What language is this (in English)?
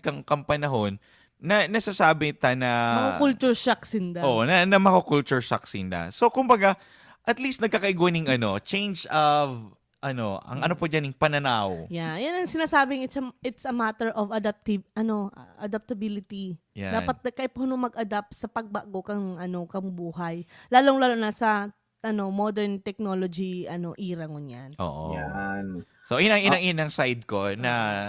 Bikol